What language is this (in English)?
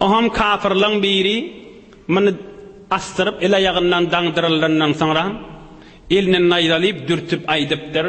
Turkmen